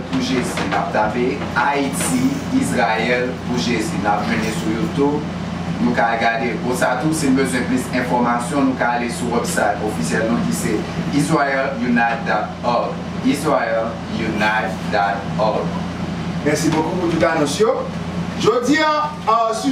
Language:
Haitian Creole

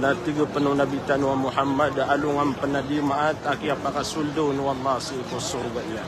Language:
Maranao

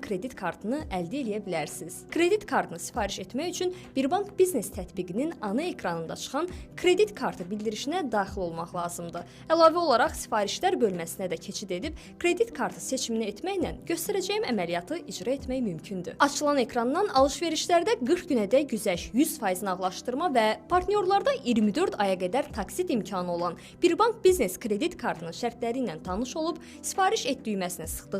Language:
Azerbaijani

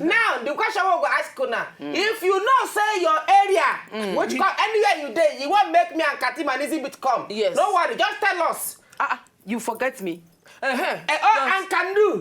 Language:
Nigerian Pidgin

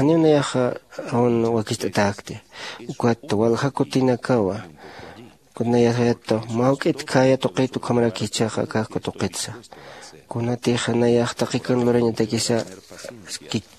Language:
Aymara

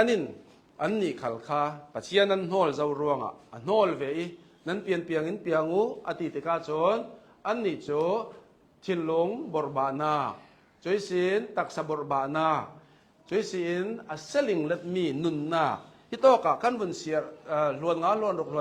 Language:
Hakha Chin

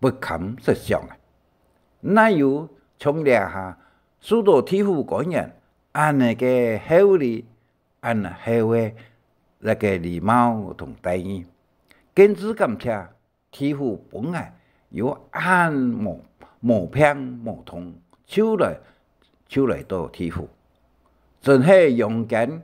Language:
Hakka Chinese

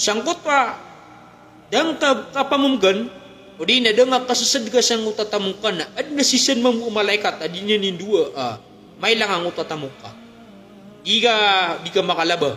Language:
Maranao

